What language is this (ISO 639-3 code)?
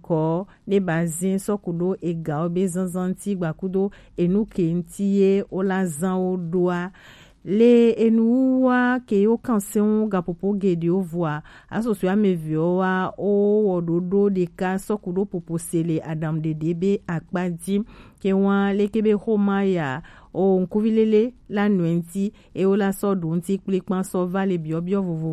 gej